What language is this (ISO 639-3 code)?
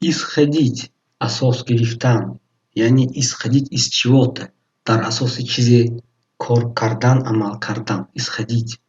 tgk